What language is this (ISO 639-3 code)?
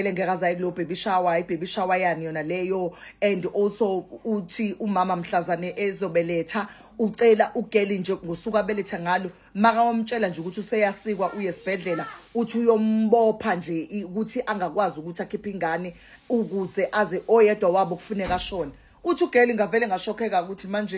zul